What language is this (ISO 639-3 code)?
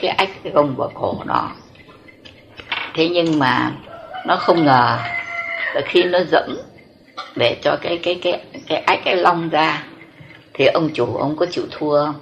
vie